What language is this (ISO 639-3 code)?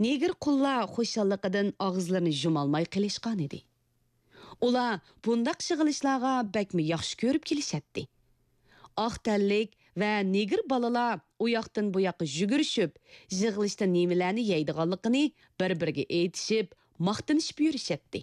uig